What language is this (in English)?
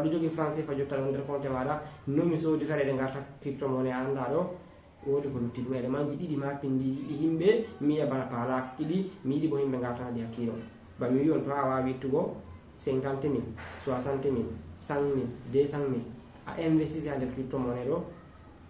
Fula